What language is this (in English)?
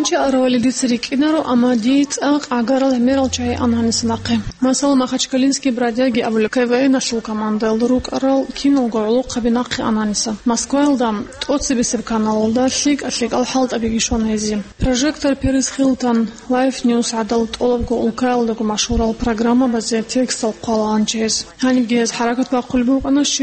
Avaric